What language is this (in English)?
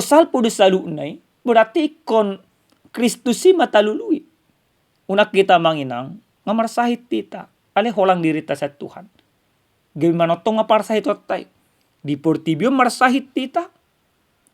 Batak Toba